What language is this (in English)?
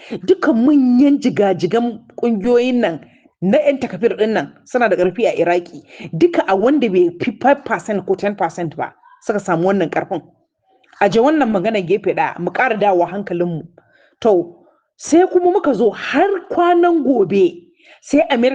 Hausa